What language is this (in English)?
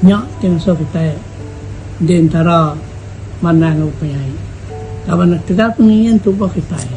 Iban